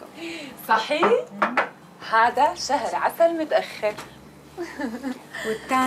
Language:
North Levantine Arabic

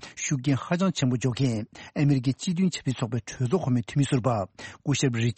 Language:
Tibetan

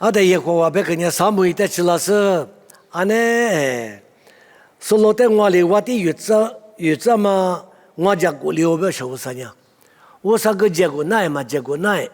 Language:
Lisu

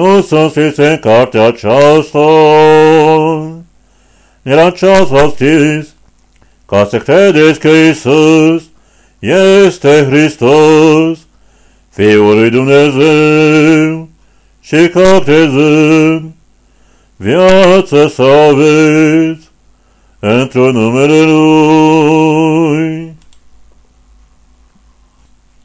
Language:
Romanian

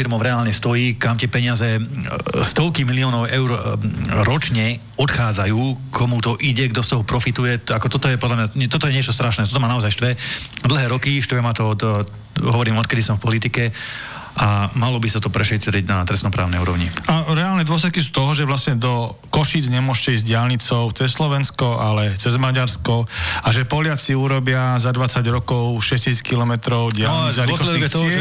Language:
Slovak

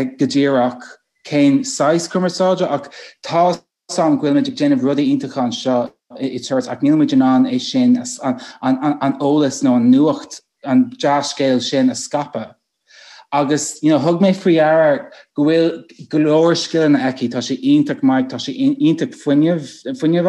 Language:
Irish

